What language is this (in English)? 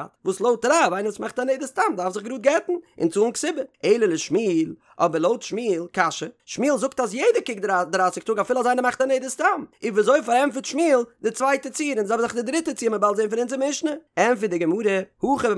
Yiddish